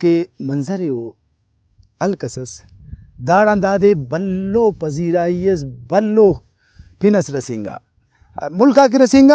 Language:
Brahui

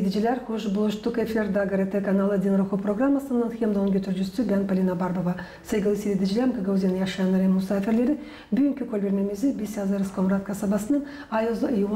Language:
Gagauz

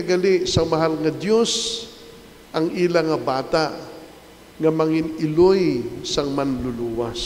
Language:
Hiligaynon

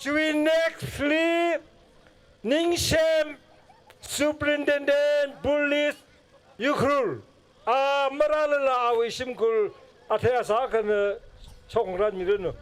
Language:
Tangkhul Naga (India)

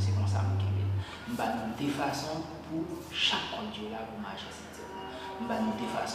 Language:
Haitian Creole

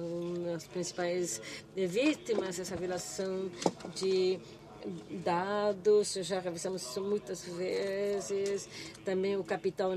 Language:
Portuguese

